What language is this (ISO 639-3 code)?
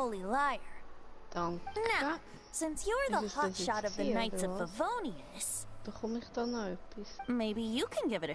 gsw